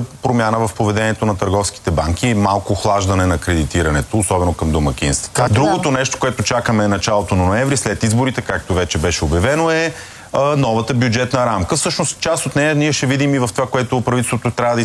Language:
Bulgarian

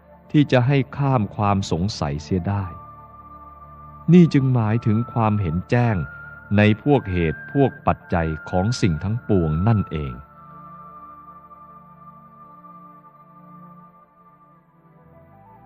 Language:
Thai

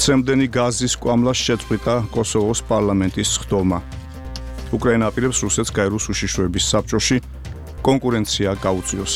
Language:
Georgian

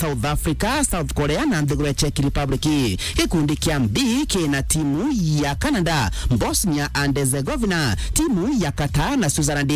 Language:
Meru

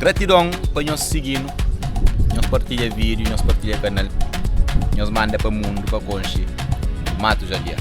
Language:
Kabuverdianu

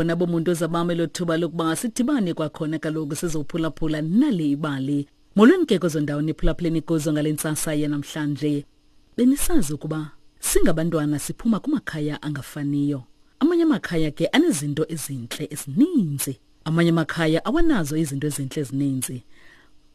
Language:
Xhosa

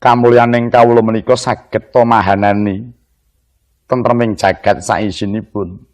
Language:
Javanese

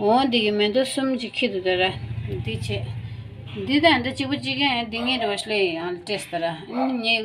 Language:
Tibetan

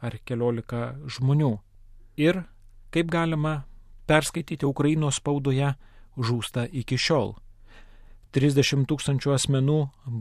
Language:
Lithuanian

